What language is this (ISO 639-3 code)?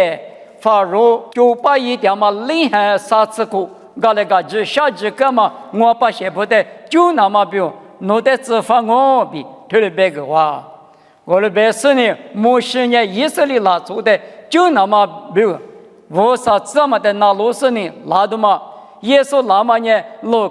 lis